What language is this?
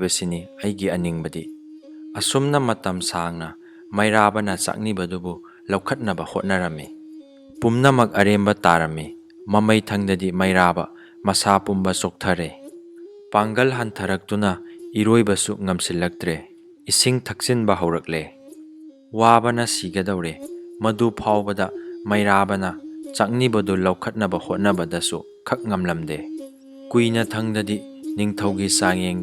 Manipuri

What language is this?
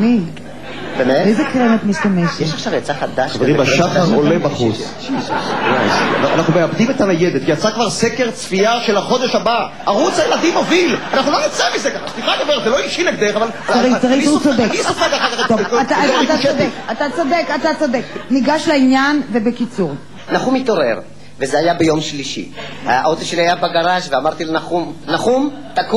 Hebrew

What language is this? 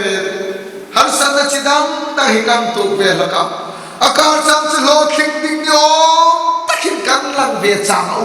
Hmar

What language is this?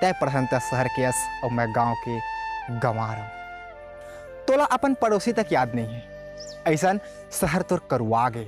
Chhattisgarhi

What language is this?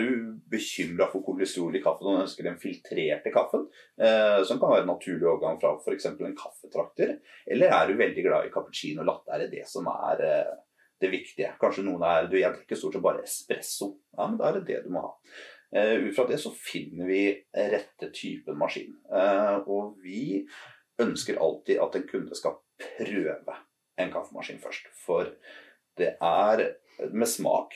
Norwegian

